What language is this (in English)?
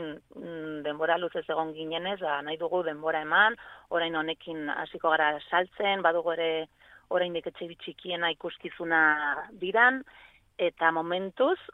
Basque